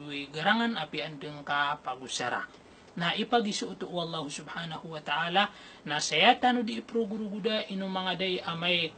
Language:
Maranao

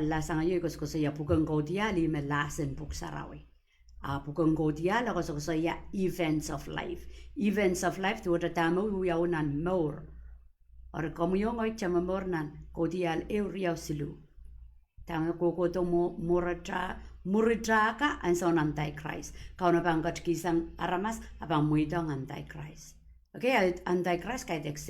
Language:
Pohnpeian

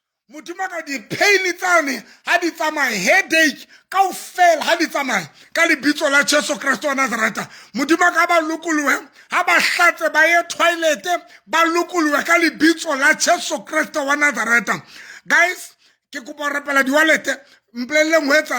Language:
Southern Sotho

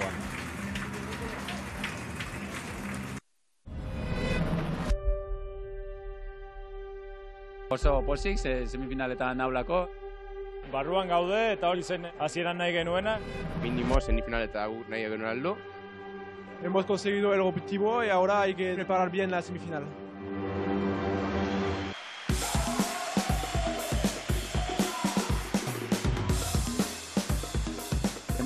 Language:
Basque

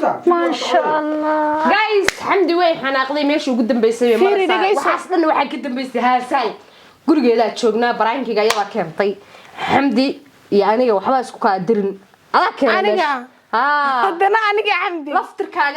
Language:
Somali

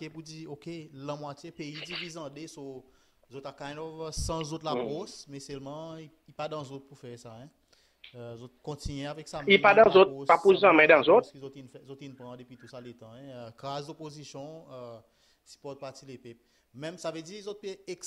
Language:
Seselwa Creole French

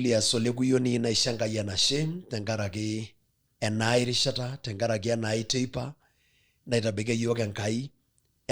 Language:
Masai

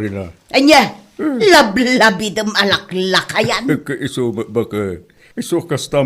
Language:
Iloko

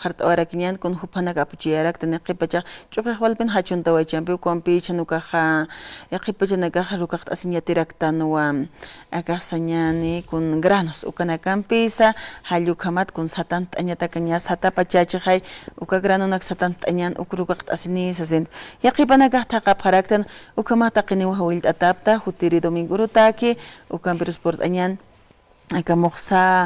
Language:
Aymara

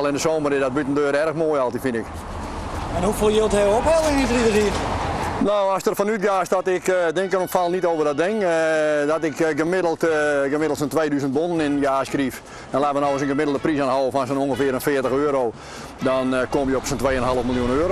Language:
Western Frisian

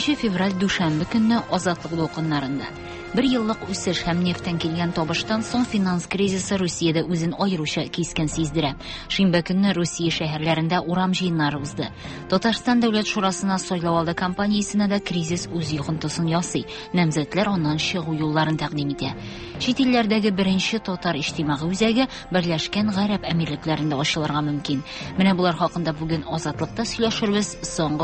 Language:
Tatar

